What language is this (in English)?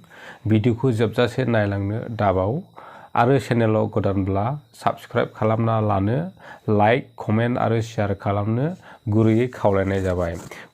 Bodo